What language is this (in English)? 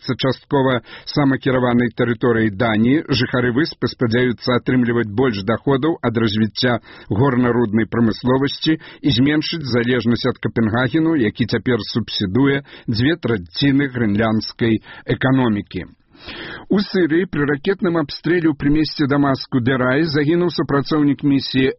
Belarusian